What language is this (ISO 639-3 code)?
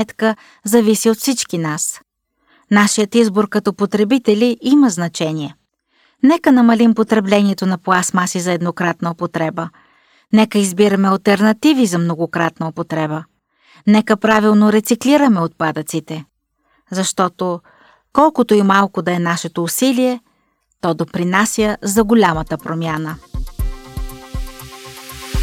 bul